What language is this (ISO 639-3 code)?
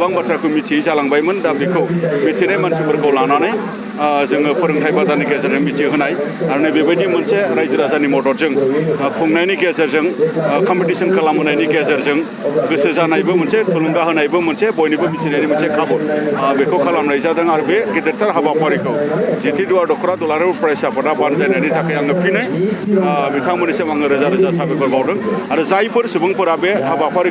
brx